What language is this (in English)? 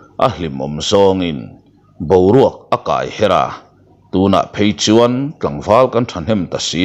Mizo